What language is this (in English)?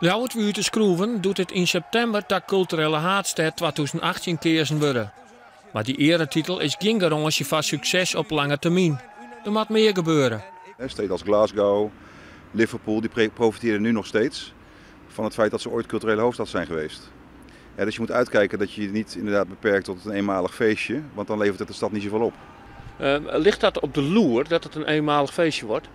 Western Frisian